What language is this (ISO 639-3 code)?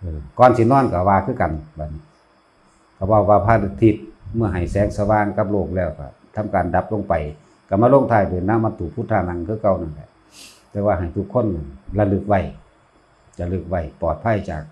tts